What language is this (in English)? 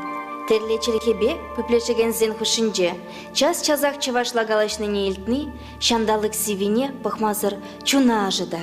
Chuvash